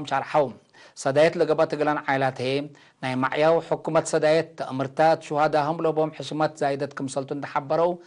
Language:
Tigre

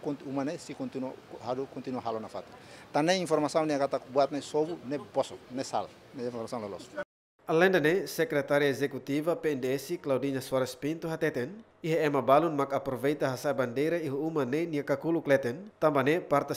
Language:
Tetum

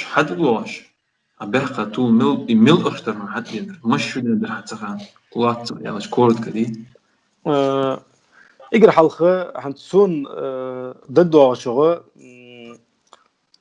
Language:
Ingush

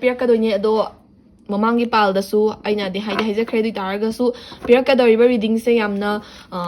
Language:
Manipuri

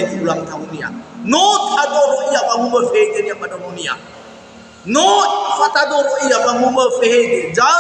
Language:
Nias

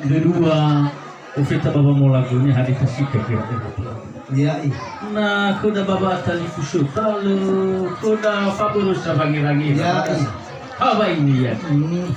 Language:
Nias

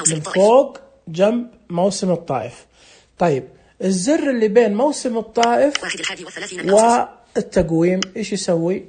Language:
Najdi Arabic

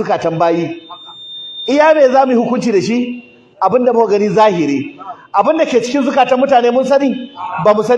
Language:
Hausa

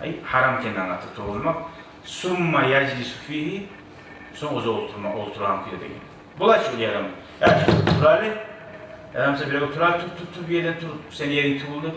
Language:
Kumyk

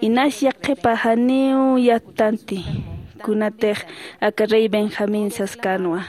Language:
Aymara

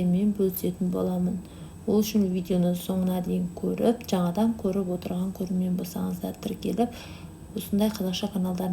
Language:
Kazakh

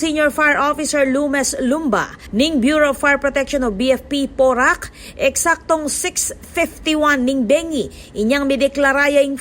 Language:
Pampanga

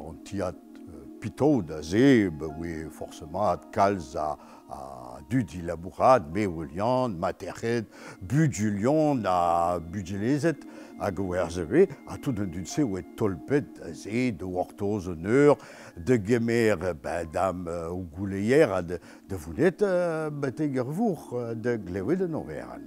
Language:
Breton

